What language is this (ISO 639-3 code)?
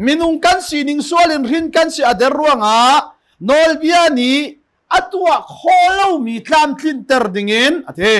cnh